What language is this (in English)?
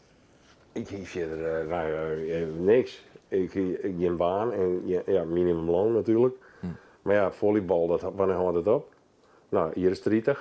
Western Frisian